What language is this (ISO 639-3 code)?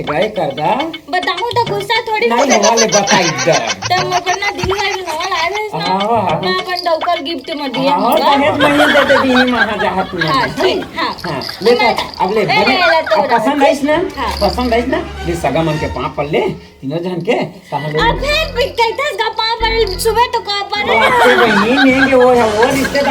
hne